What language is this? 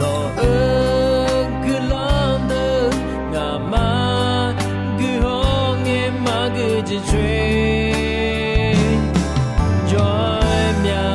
Akha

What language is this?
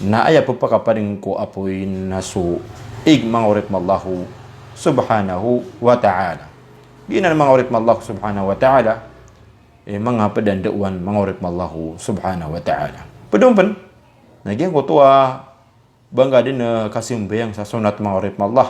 Maranao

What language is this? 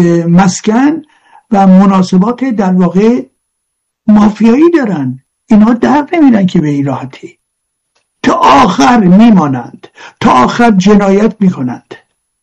Persian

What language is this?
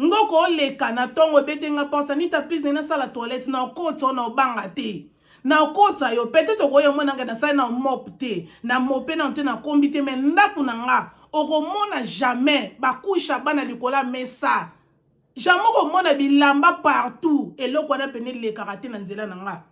Lingala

